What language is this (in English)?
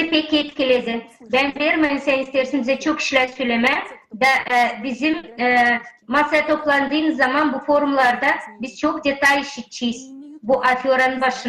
Gagauz